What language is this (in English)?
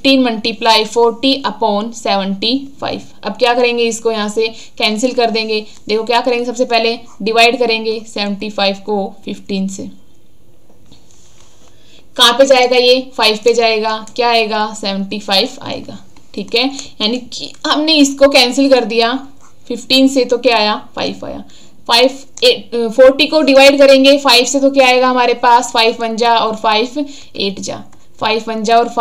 Hindi